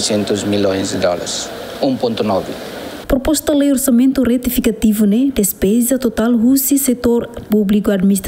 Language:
Tetum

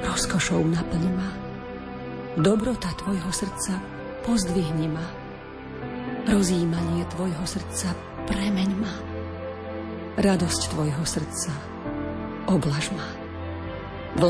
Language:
Slovak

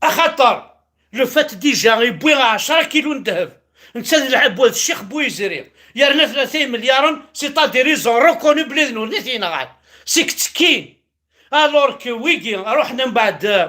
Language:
Kabyle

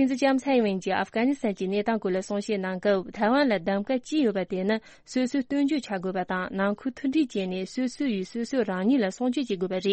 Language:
Tibetan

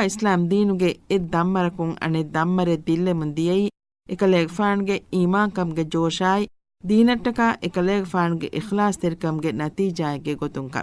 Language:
Divehi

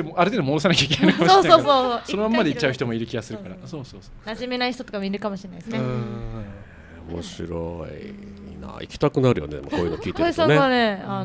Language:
Japanese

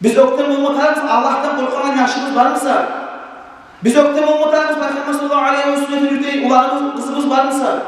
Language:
Kumyk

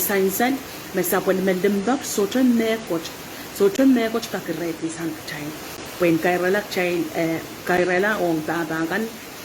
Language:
Pohnpeian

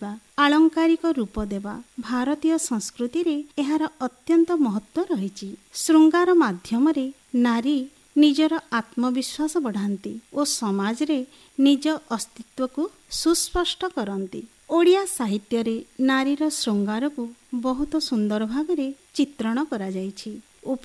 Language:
Odia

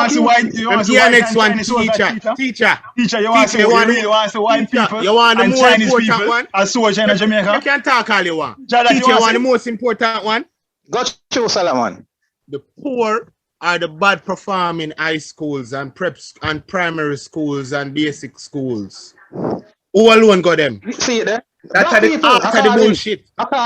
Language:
Jamaican Creole English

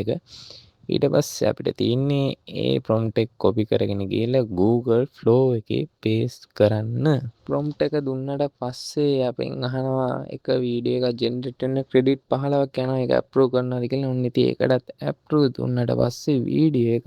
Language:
Sinhala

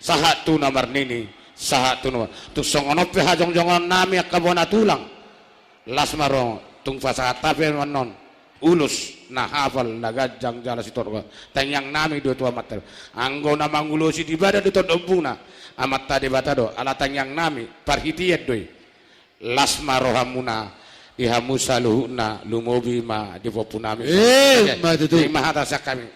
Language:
Batak Toba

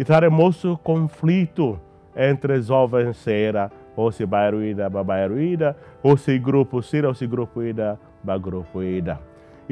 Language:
Tetum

